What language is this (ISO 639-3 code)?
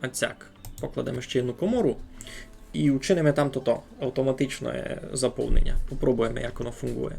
rue